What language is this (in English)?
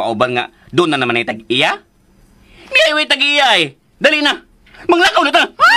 Cebuano